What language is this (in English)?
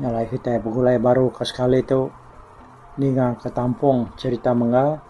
Iban